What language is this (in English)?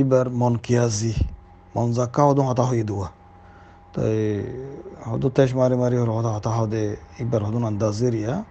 Rohingya